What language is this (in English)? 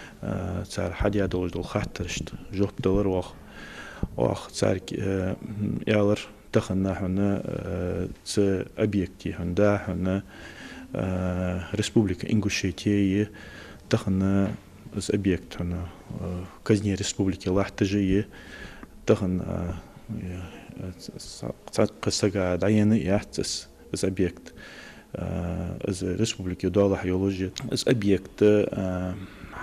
Ingush